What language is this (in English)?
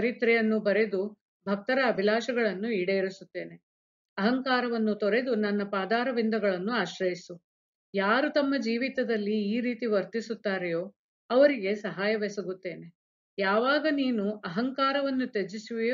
Kannada